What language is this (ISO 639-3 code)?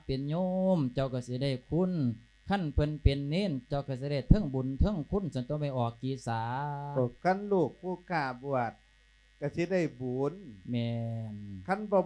lao